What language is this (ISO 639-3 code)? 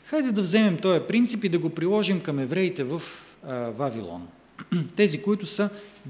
bul